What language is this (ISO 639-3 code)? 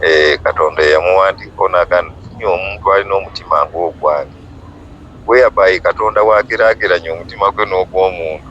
lug